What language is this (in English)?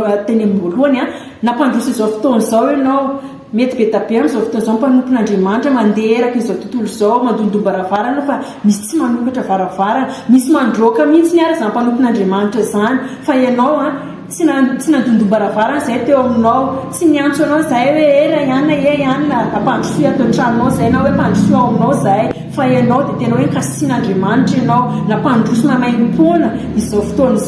Malagasy